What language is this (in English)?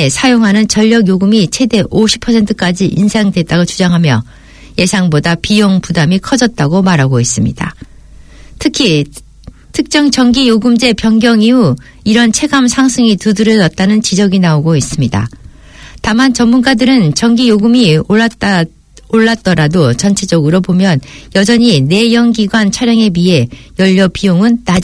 Korean